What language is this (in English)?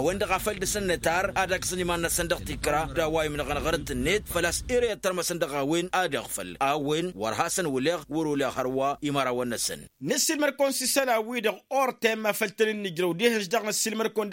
Tamasheq